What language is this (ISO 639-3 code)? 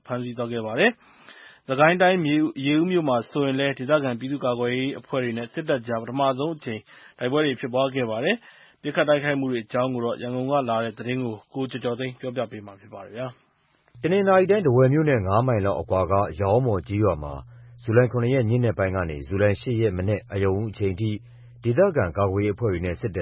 mya